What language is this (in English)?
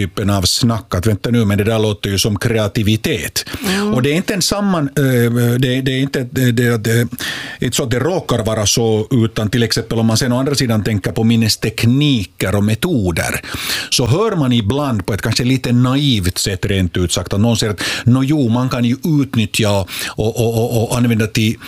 Swedish